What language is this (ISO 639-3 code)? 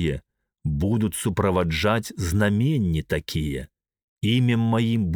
bel